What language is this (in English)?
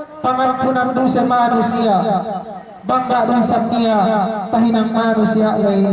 Yakan